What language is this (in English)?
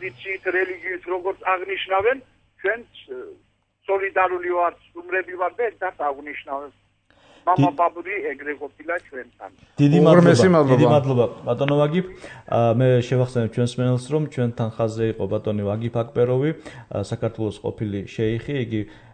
Georgian